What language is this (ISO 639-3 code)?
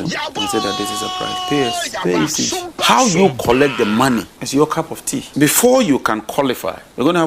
aka